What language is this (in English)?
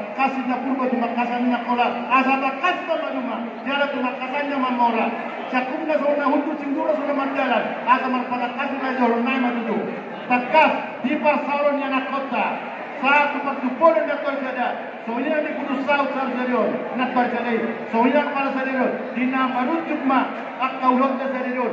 Batak Toba